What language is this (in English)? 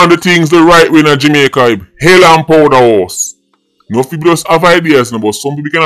Jamaican Creole English